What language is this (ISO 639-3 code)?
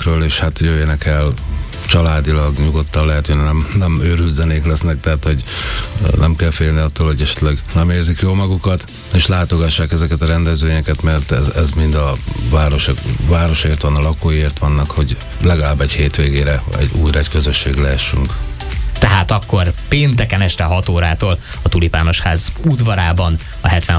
hun